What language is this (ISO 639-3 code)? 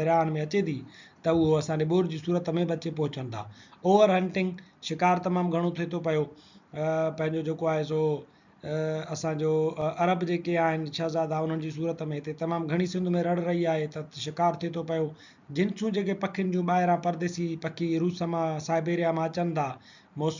snd